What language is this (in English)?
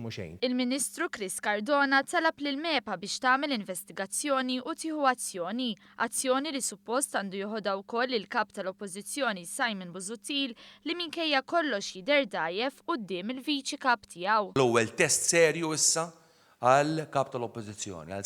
Maltese